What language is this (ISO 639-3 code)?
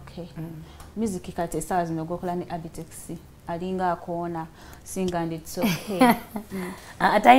lug